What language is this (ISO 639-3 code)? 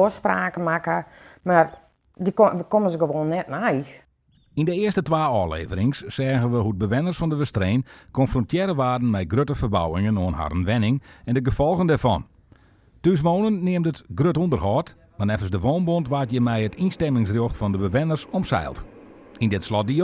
fry